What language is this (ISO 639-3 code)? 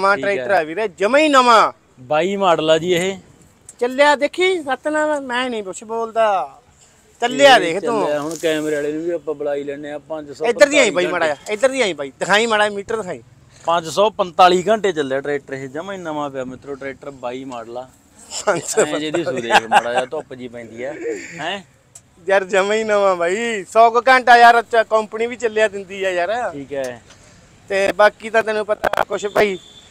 pan